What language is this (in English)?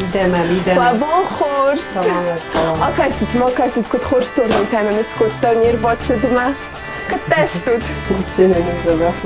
Ossetic